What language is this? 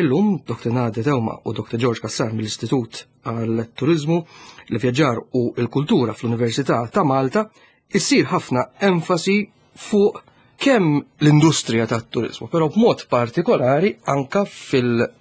Maltese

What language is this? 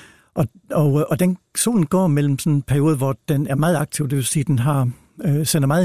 Danish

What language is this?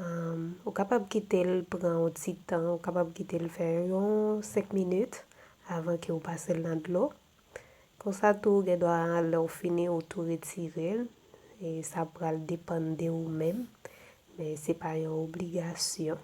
Haitian Creole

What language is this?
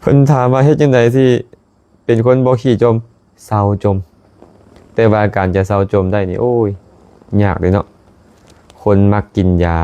Lao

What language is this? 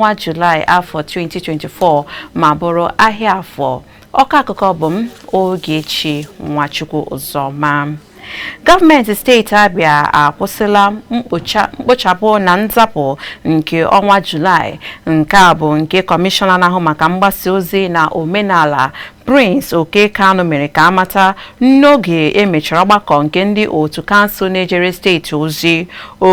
Igbo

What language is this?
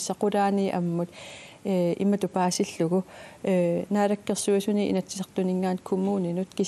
Kalaallisut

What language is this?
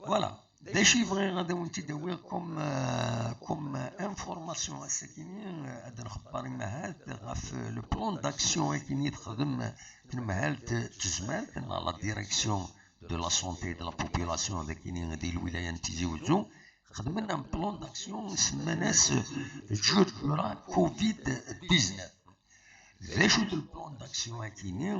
Kabyle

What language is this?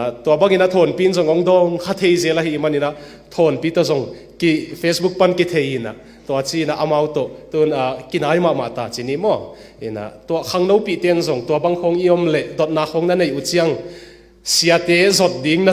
Tedim Chin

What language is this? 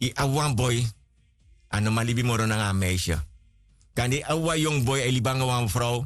Sranan Tongo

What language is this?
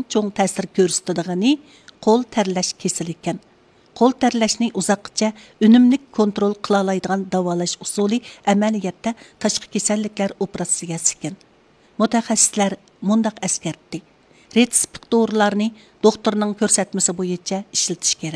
Uyghur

